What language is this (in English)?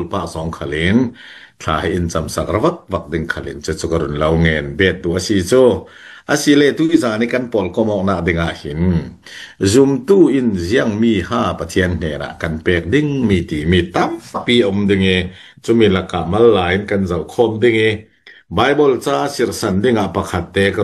Falam Chin